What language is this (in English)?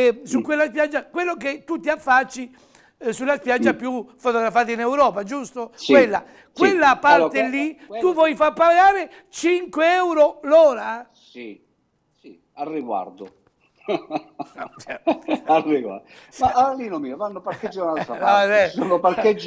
Italian